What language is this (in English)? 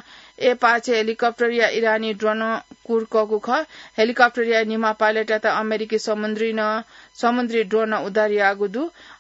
Newari